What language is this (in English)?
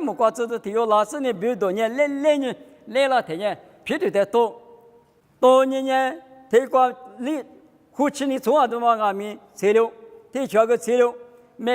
Lisu